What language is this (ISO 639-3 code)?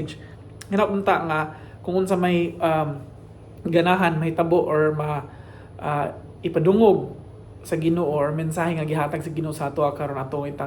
ceb